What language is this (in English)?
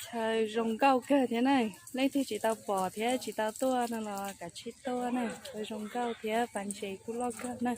Hmong